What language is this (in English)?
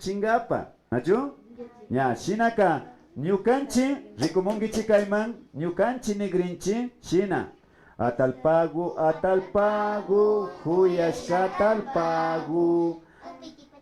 Imbabura Highland Quichua